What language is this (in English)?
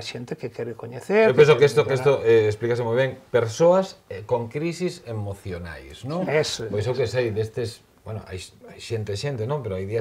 Galician